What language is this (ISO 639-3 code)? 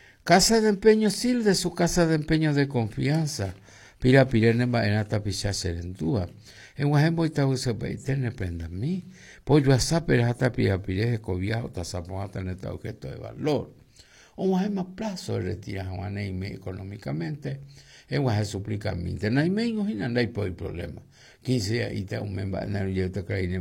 grn